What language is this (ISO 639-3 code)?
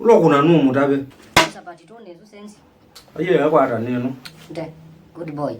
kam